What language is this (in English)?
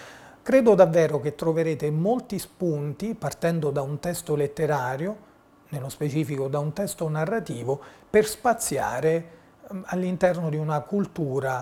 Italian